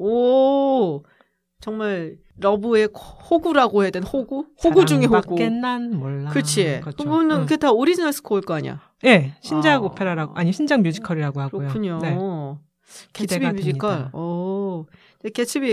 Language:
Korean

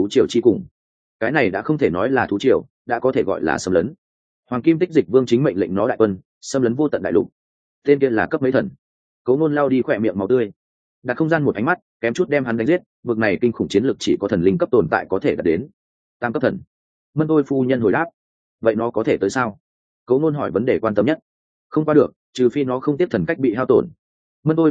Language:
Vietnamese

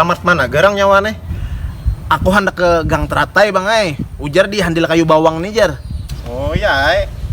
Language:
Banjar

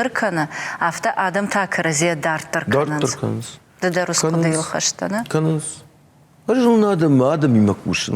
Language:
Ossetic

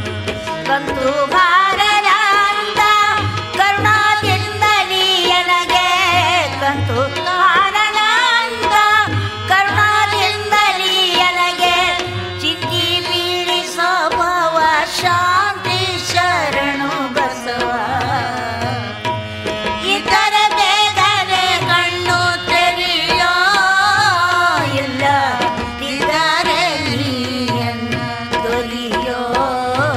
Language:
Kannada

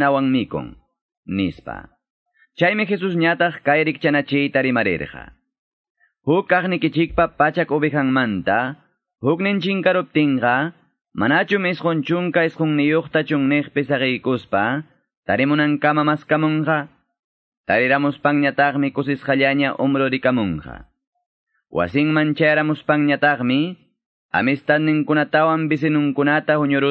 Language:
Ayacucho Quechua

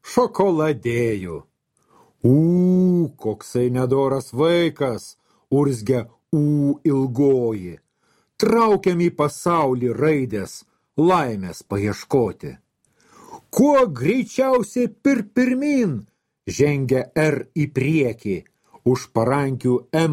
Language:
Lithuanian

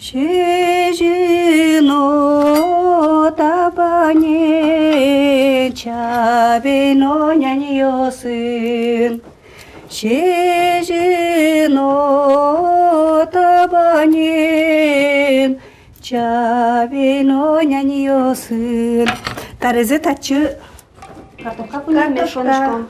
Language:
Udmurt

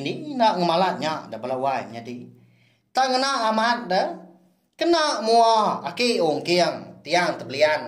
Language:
Iban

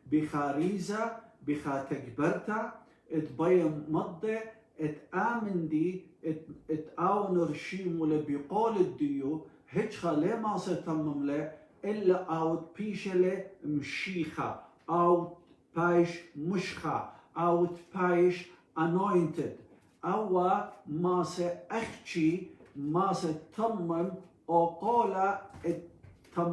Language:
Assyrian Neo-Aramaic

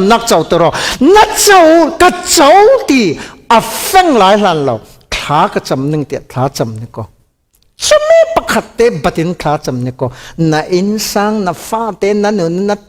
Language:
Falam Chin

